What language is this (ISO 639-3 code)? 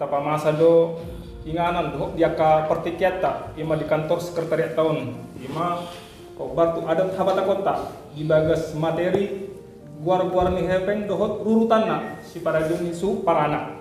bbc